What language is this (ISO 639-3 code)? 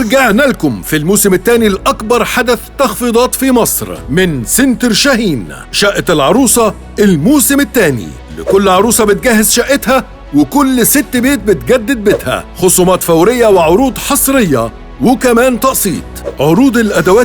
arz